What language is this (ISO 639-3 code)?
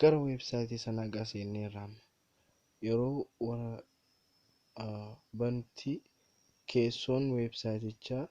orm